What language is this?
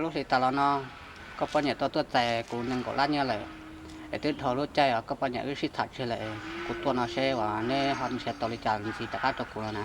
Hmong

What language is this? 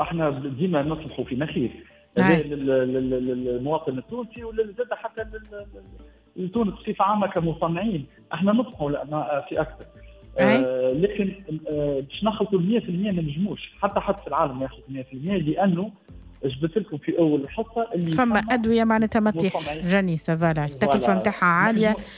Tunisian Arabic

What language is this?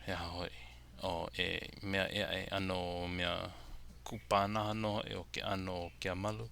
Hawaiian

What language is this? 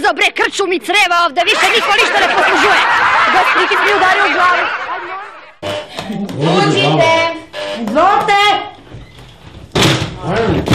Serbian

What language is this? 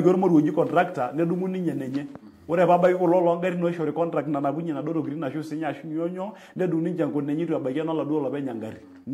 Masai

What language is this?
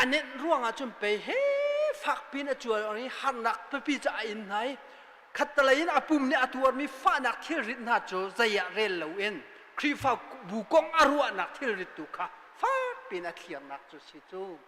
Hakha Chin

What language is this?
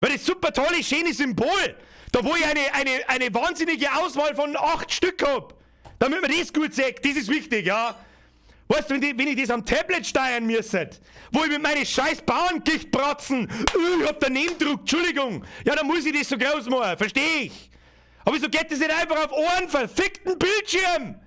Bavarian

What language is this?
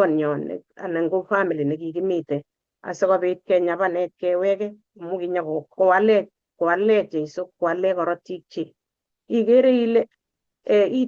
Kalenjin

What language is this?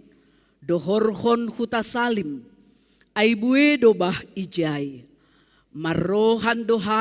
Batak Simalungun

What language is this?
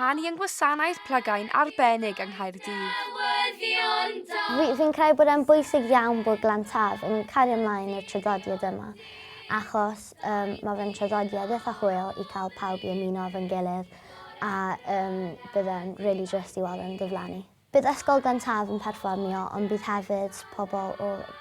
Welsh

